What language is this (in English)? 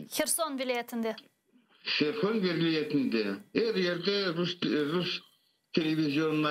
Crimean Tatar